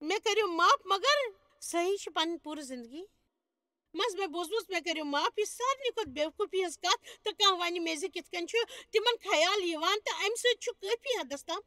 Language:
Kashmiri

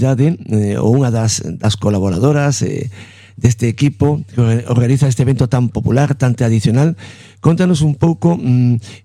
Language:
Galician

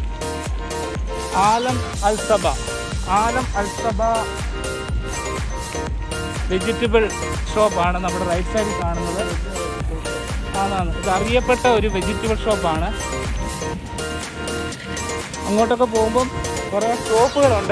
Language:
Malayalam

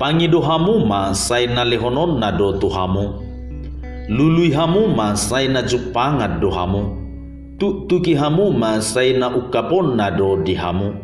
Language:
Batak Toba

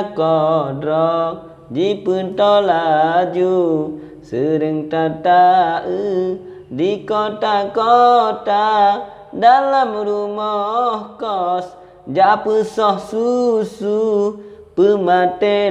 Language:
Achinese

